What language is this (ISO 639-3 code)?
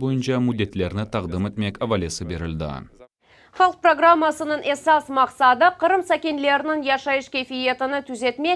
crh